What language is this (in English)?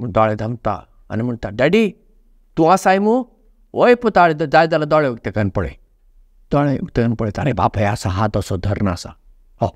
Konkani